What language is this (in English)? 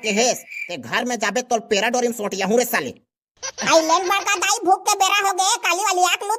Chhattisgarhi